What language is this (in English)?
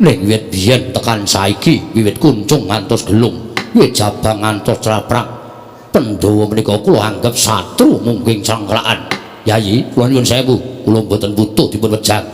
Javanese